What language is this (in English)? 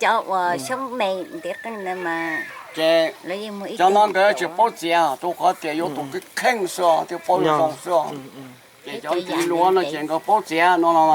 Hmong